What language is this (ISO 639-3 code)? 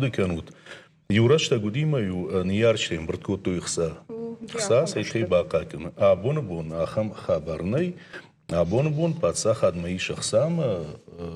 oss